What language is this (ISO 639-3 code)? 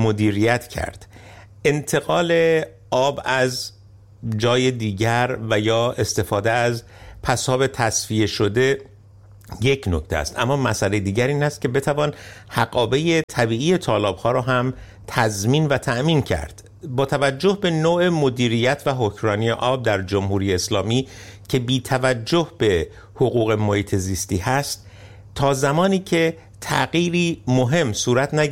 fas